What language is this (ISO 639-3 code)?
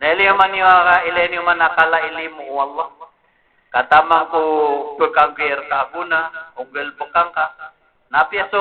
mrw